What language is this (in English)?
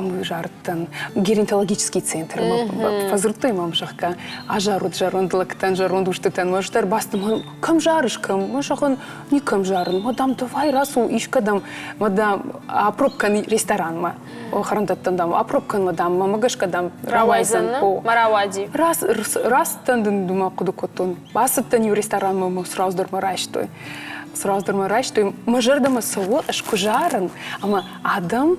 Ossetic